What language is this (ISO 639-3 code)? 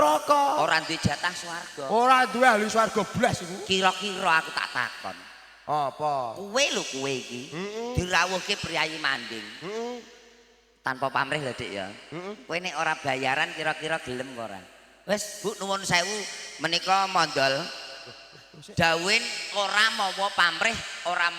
jav